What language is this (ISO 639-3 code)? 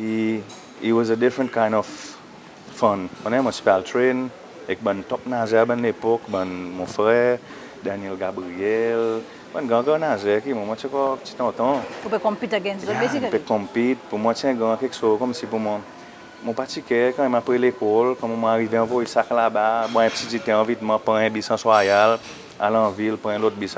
crs